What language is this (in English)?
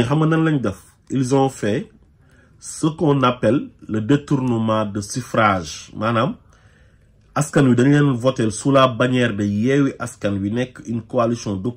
Wolof